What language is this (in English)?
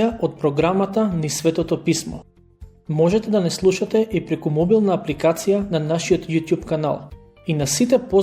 Macedonian